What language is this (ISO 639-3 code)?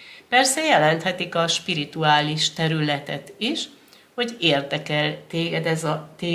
hun